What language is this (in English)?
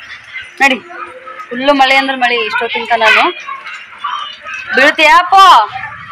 Kannada